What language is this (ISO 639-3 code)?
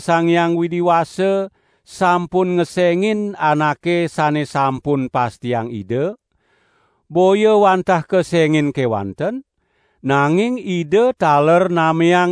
ban